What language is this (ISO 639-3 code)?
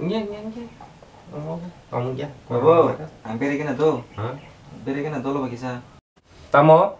trp